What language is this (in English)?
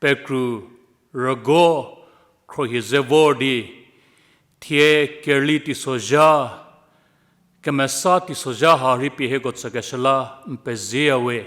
Angami Naga